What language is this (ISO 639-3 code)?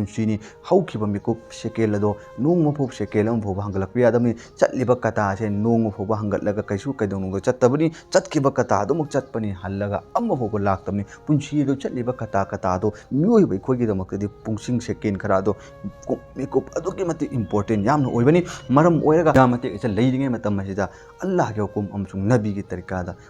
mni